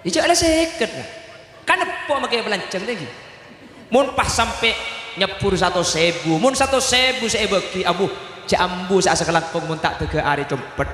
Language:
Madurese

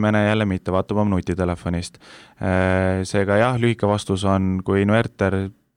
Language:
Estonian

